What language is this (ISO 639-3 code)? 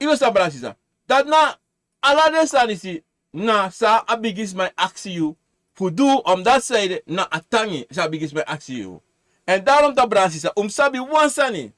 srn